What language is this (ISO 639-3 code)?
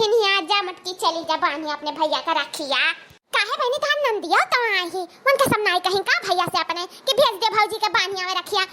awa